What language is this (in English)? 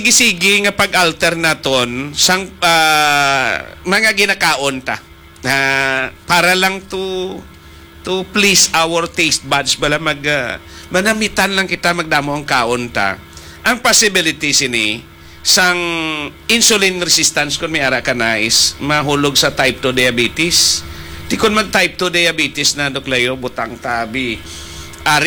Hiligaynon